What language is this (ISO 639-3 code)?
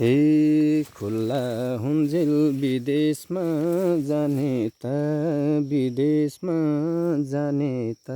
nep